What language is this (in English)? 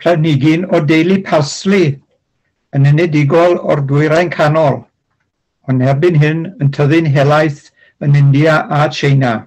Welsh